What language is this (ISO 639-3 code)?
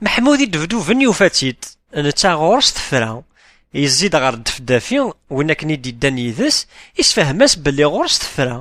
kab